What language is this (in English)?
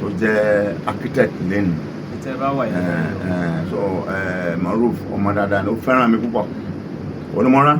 Yoruba